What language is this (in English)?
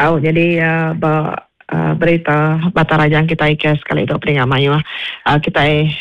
Iban